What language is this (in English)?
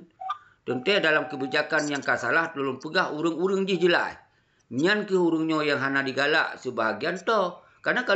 Achinese